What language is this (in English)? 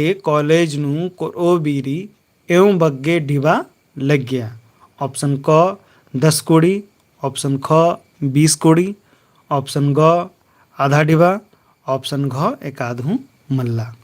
Kurukh